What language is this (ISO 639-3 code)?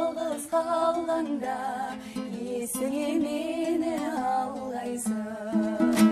kaz